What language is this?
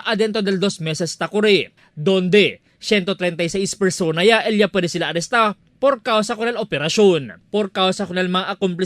Chavacano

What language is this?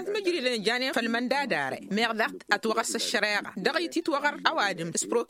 Tamasheq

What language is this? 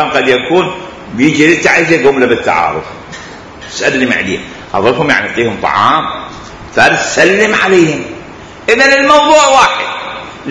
Mesopotamian Arabic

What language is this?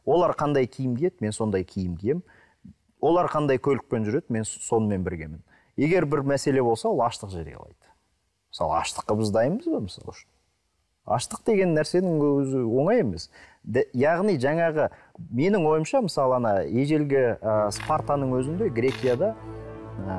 Kazakh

